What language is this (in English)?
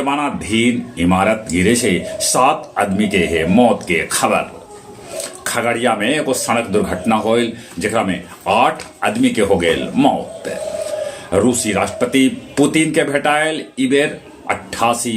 Magahi